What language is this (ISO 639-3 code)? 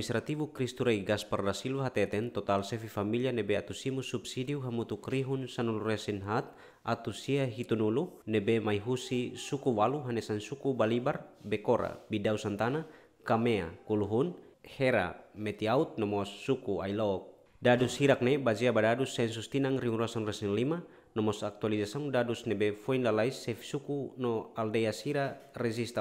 tet